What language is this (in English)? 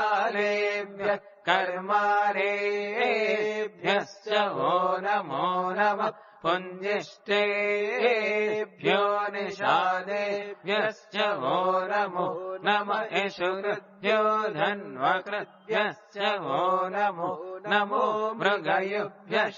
Sanskrit